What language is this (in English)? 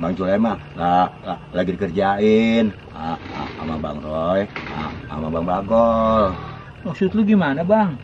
Betawi